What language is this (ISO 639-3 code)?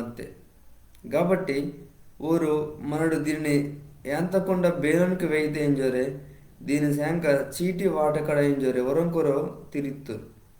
kff